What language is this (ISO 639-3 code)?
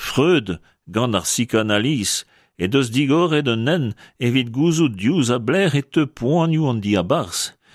bre